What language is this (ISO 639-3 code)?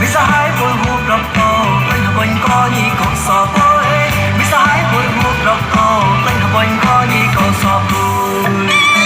mnw